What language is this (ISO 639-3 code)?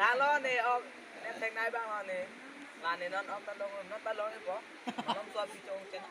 mjw